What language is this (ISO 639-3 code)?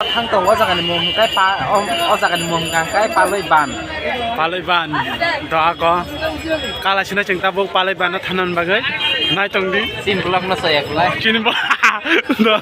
trp